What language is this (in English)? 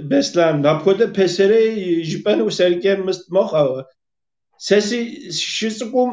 Kabardian